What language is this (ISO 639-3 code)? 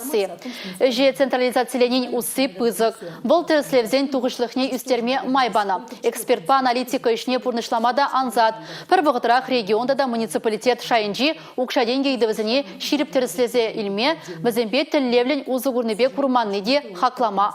chv